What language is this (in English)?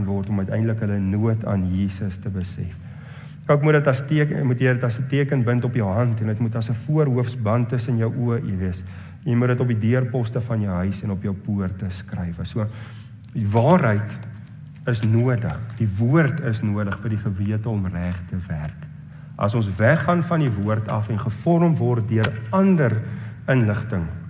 Afrikaans